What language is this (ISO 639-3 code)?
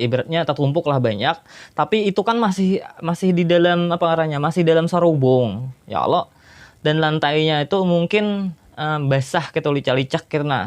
bjn